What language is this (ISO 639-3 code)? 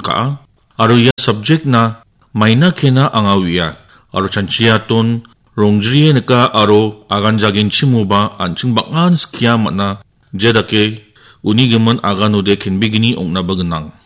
grt